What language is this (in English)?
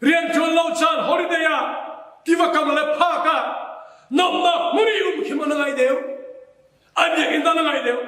Hakha Chin